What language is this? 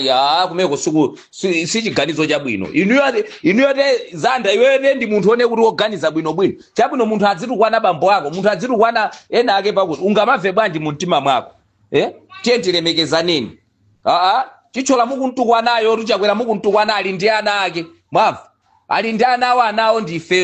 Nyanja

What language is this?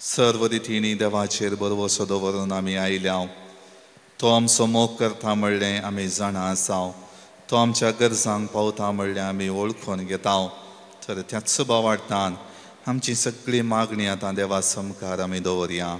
Konkani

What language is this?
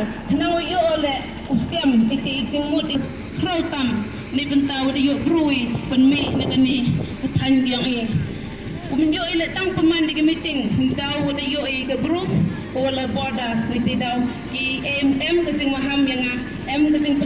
Karbi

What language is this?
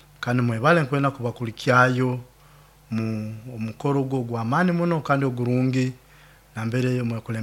Nyoro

